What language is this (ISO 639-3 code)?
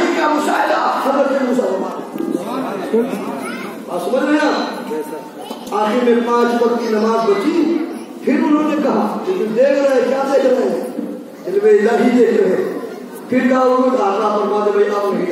urd